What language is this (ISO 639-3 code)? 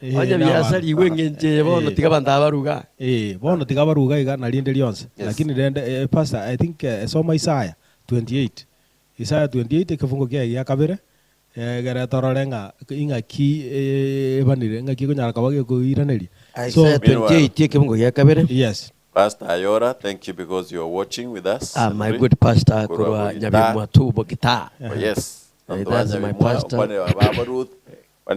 guz